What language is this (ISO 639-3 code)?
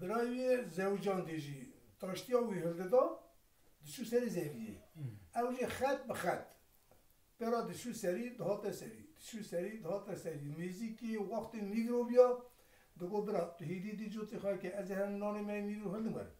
kur